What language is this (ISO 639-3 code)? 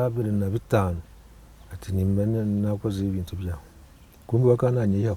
nyn